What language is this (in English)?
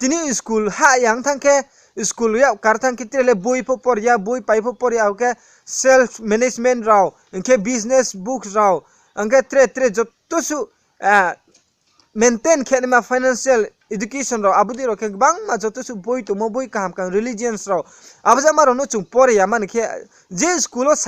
Riang (India)